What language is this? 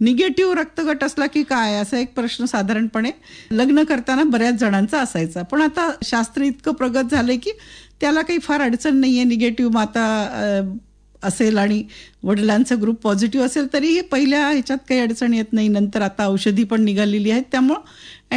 Marathi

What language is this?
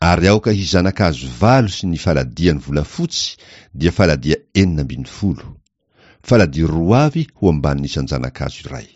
Malagasy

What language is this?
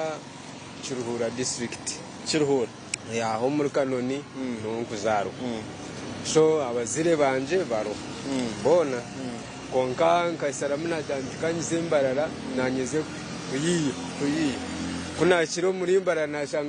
Nyankole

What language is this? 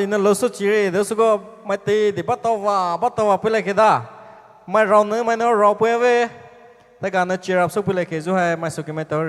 Poumei Naga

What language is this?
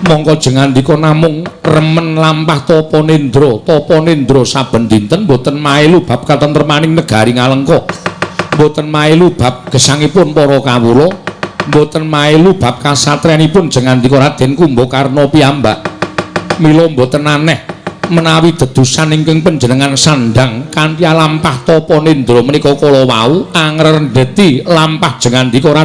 Javanese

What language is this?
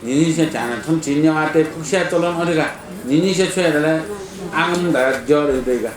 Newari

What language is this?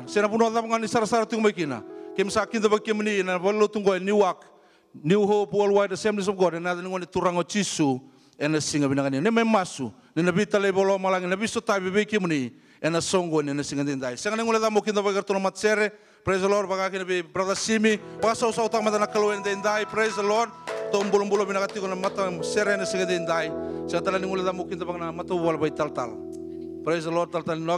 Fijian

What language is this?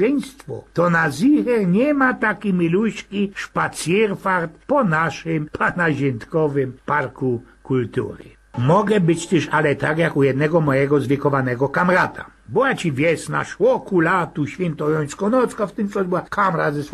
Silesian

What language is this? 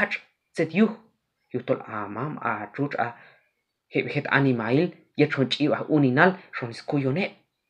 Q'anjob'al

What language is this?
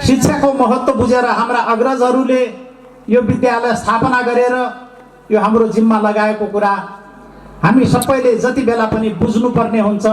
Nepali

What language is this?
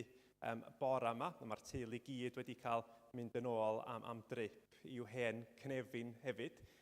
Welsh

